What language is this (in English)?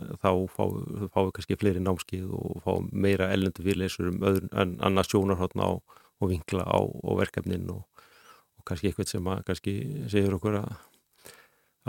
Icelandic